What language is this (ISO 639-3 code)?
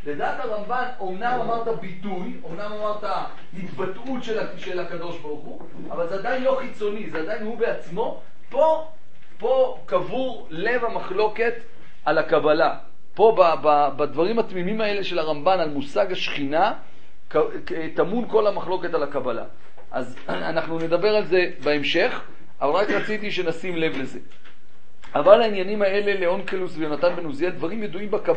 heb